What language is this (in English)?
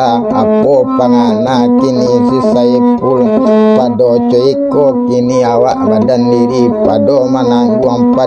Minangkabau